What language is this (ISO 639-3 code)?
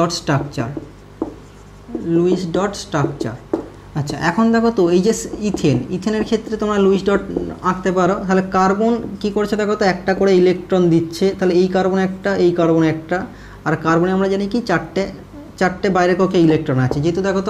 ben